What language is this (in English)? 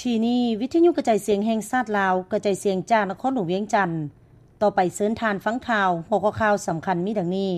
Lao